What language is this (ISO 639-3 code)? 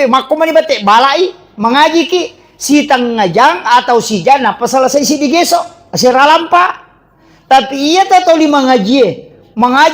bug